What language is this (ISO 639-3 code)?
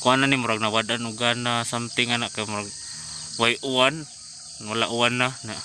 ceb